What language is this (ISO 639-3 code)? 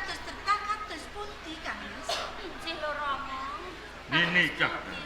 jav